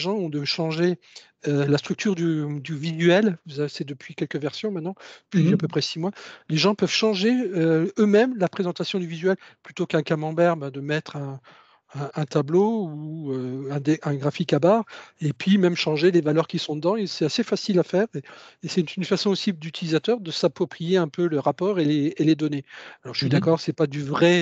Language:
French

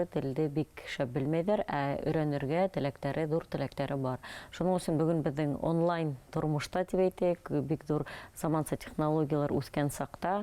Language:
Bashkir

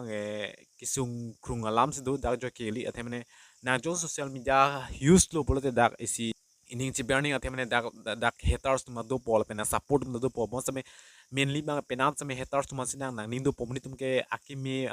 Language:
Karbi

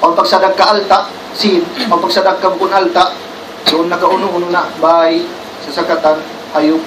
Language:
Tausug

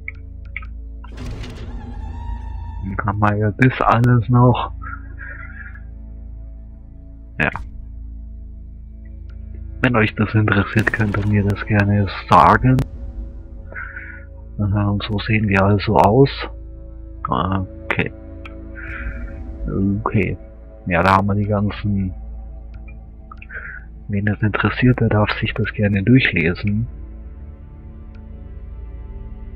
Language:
German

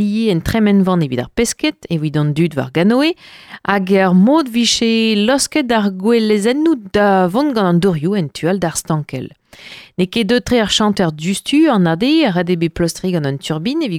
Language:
Breton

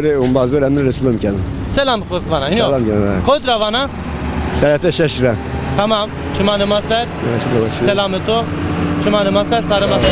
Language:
Zaza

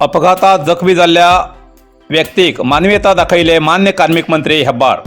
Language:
Konkani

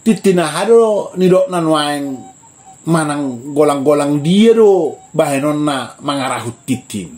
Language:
Batak Toba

